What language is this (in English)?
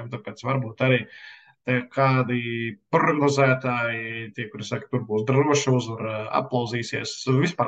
Latvian